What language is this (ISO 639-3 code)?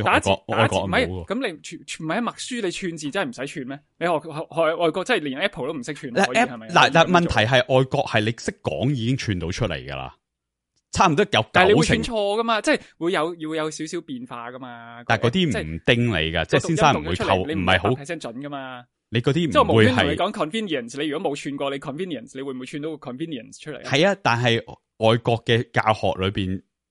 yue